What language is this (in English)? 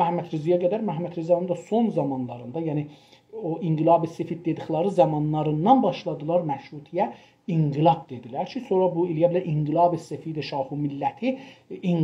South Azerbaijani